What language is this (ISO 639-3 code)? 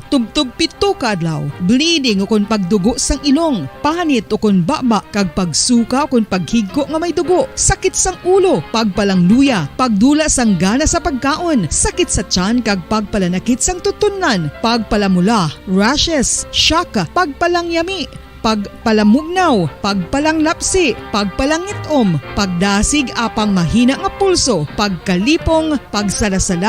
hil